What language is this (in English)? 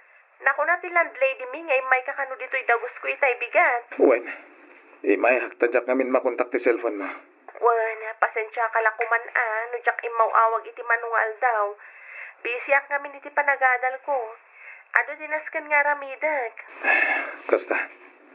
Iloko